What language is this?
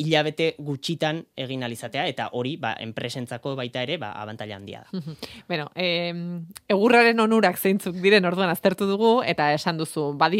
Basque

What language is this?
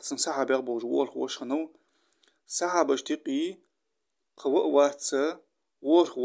Ingush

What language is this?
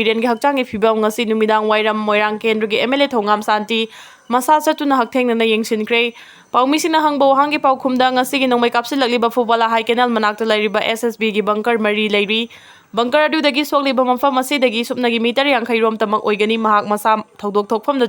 Manipuri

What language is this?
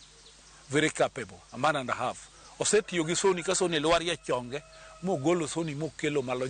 Luo (Kenya and Tanzania)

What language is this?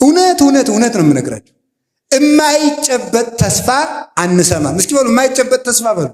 Amharic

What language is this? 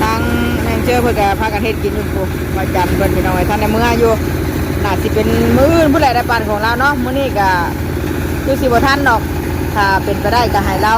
Northeastern Thai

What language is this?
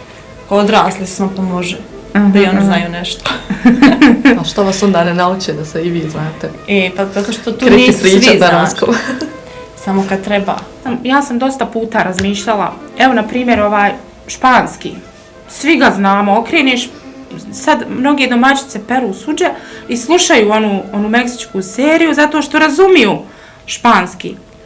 Bosnian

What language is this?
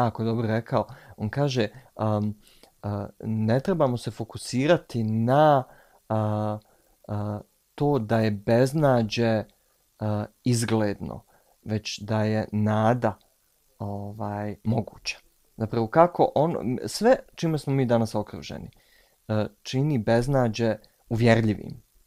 Bosnian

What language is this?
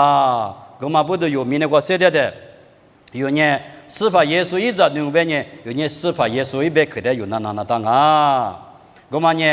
Lisu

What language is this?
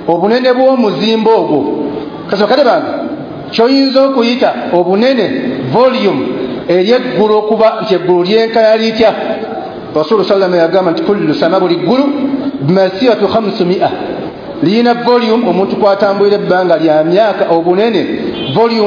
Ganda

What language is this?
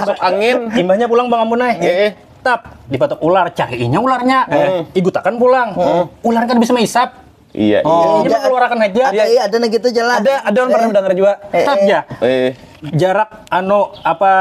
Banjar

